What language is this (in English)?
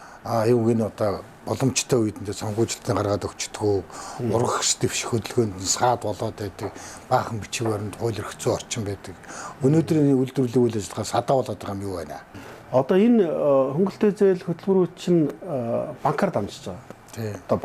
Mongolian